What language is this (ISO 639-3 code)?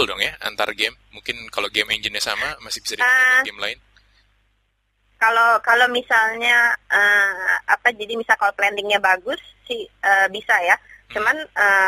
ind